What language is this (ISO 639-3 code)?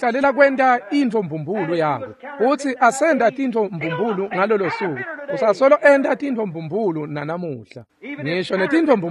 ssw